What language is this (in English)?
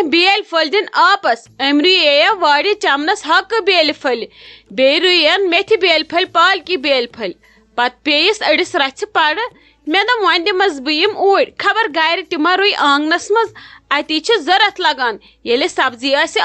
Kashmiri